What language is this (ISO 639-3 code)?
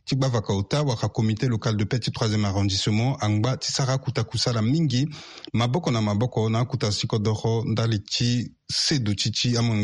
sag